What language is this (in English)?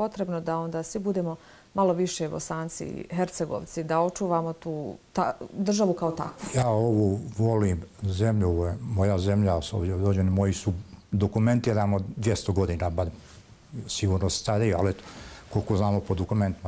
Bosnian